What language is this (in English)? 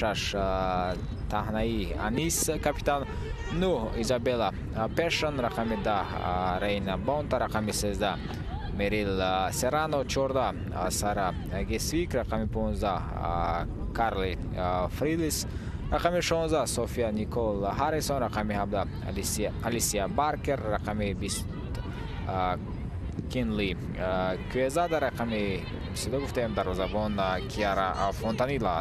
Tajik